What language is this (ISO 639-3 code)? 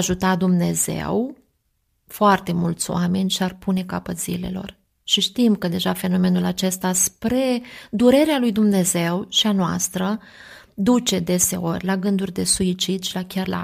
ron